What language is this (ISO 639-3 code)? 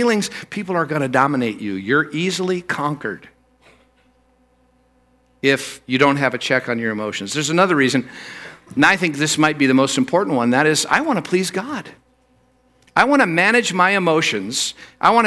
eng